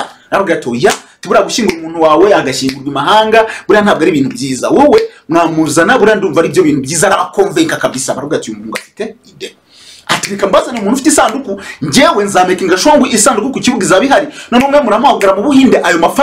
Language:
Kinyarwanda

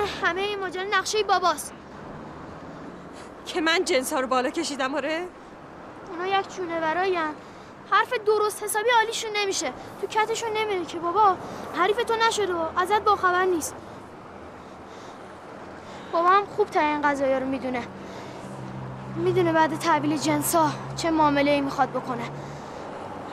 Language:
Persian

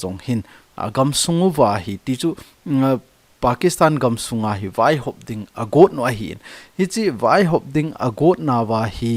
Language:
Thado Chin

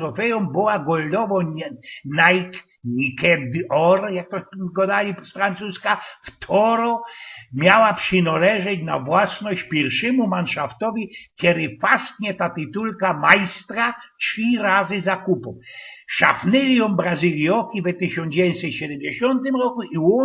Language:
Silesian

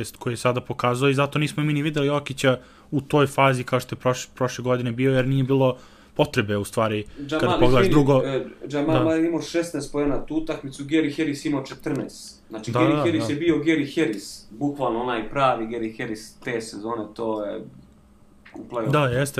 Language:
Serbian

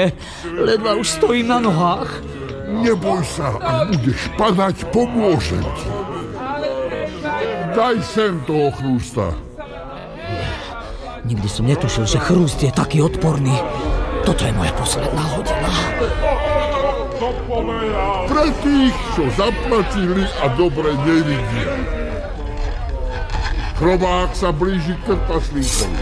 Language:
Slovak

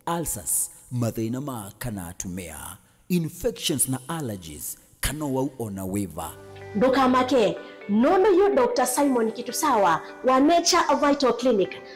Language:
Kamba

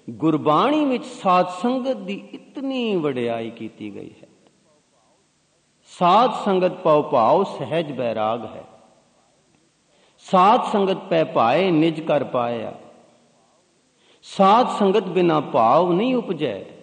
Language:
Punjabi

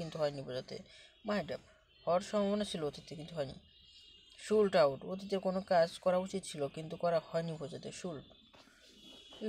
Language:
Bangla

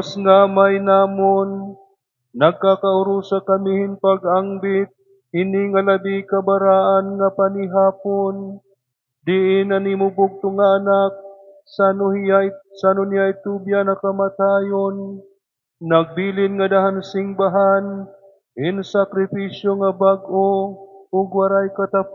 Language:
Waray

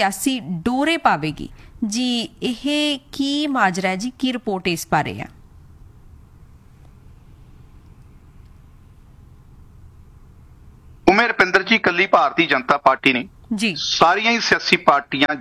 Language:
Punjabi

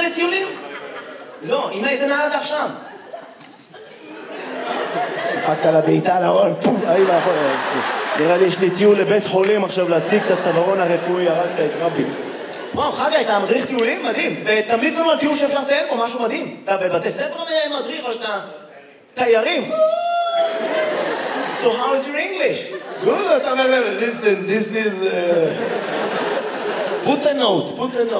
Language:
Hebrew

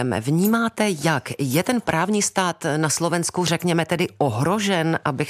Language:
Czech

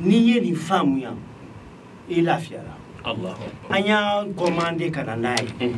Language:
Bambara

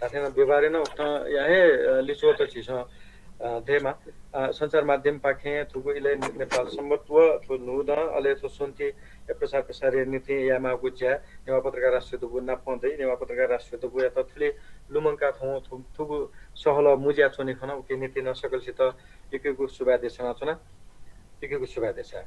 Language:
Newari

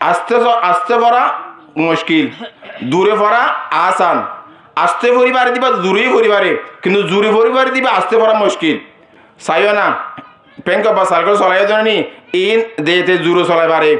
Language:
Rohingya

